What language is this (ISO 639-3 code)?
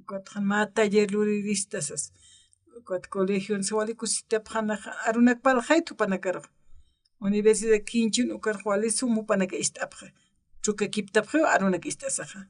aym